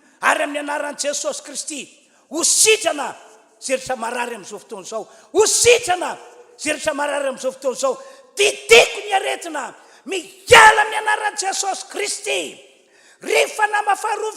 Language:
Malagasy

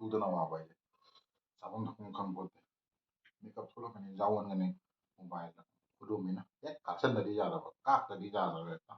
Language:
Manipuri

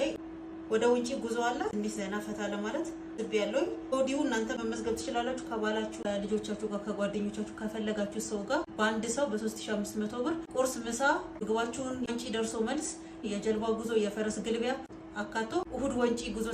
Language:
Amharic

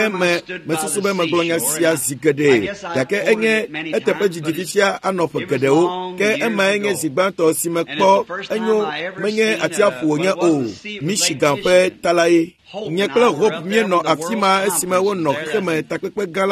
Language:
Ewe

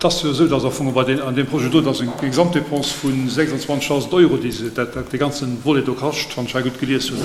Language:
Luxembourgish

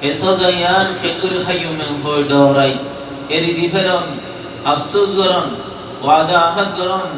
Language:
Rohingya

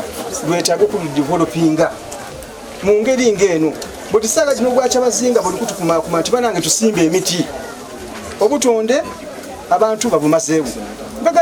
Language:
Soga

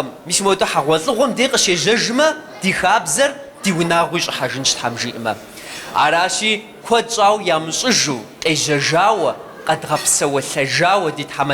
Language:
Kabardian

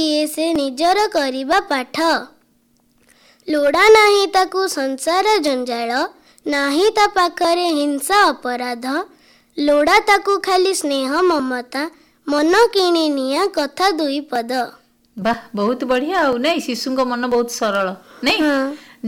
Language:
Odia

